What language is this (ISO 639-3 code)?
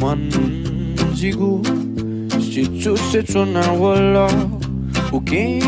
new